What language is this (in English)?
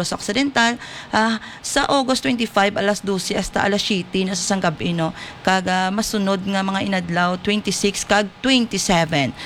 Hiligaynon